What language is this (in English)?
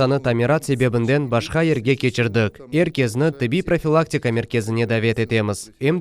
Crimean Tatar